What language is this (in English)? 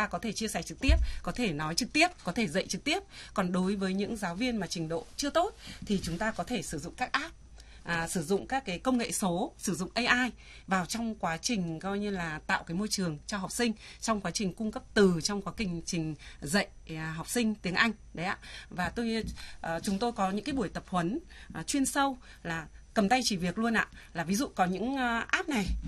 Vietnamese